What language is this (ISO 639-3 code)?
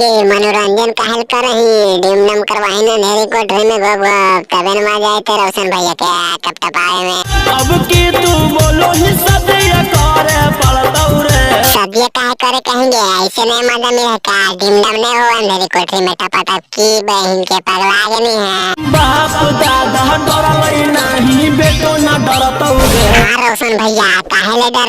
mag